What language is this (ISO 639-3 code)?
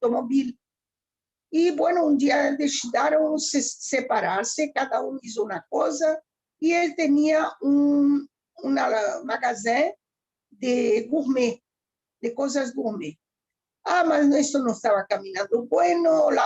lad